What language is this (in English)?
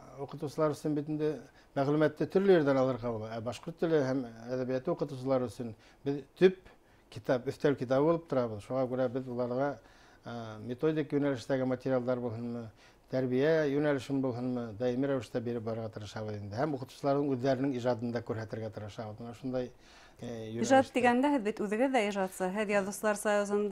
Bashkir